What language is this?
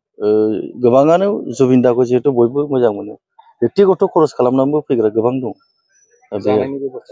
Bodo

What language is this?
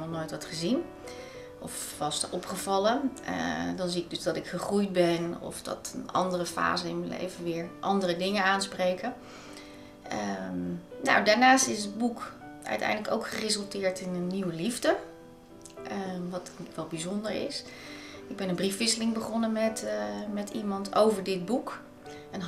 Dutch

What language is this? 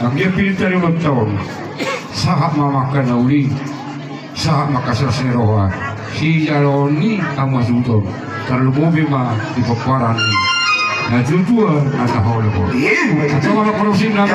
Batak Toba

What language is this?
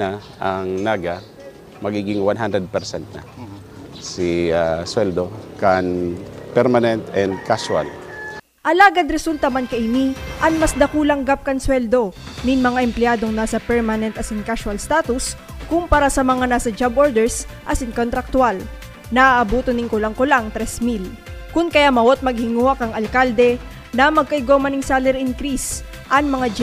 Bikol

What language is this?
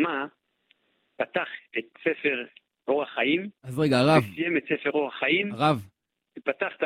Hebrew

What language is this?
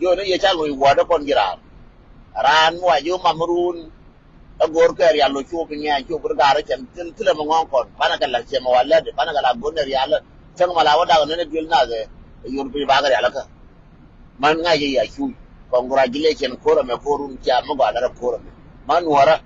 Nuer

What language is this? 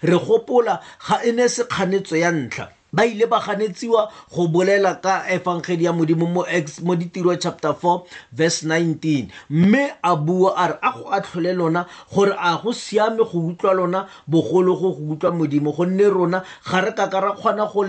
Tswana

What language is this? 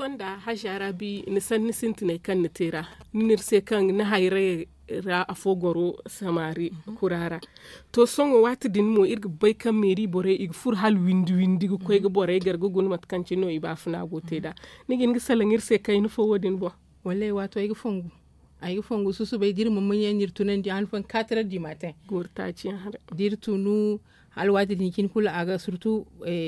Zarma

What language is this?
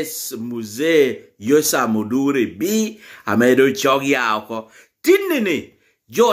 Lango (Uganda)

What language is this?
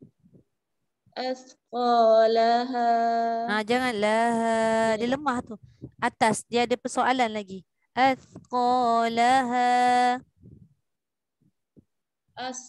Malay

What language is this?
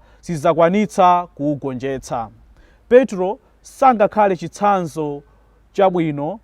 Nyanja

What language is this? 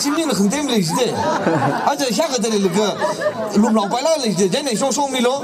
Tangkhul Naga (India)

